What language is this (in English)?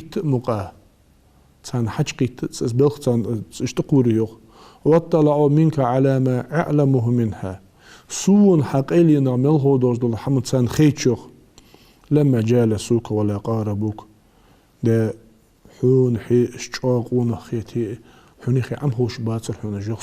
Ingush